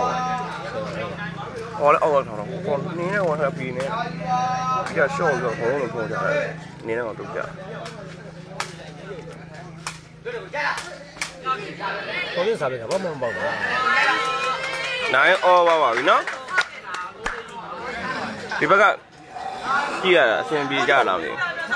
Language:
Burmese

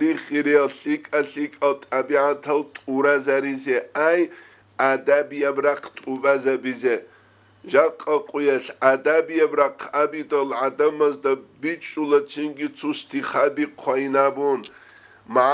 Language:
Avaric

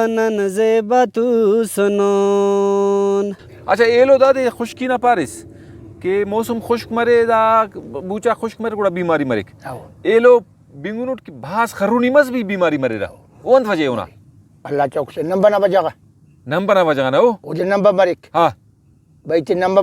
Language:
Brahui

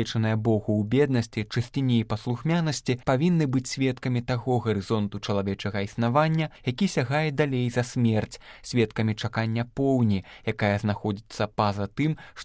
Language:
Belarusian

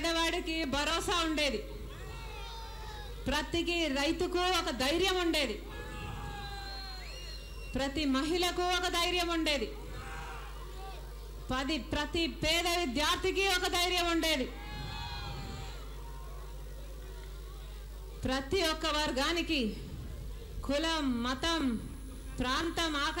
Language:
Telugu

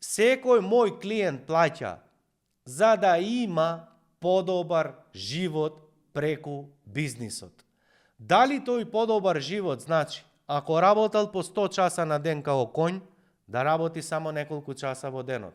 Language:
Macedonian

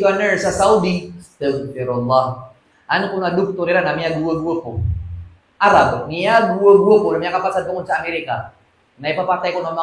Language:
Maranao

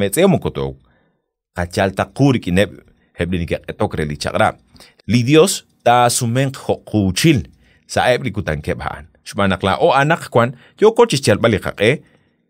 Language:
Kekchí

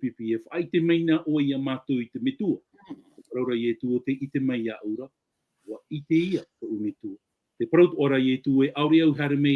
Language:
Tahitian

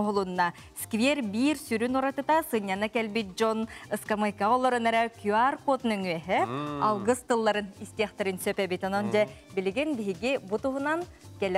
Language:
Yakut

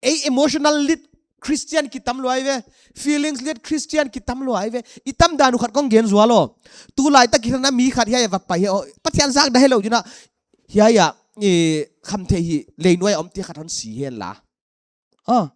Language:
Paite Chin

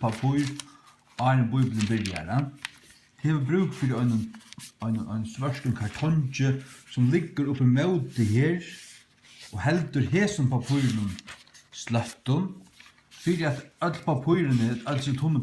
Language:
Faroese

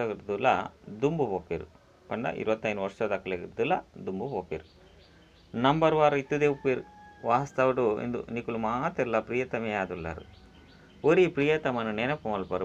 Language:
Tulu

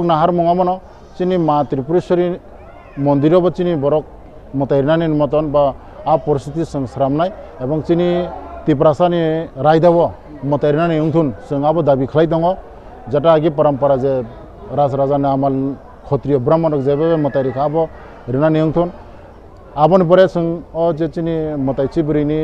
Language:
Kok Borok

